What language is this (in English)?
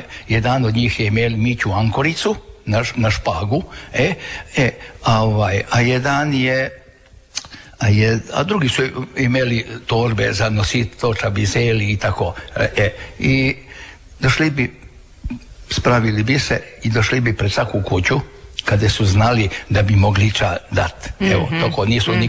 Croatian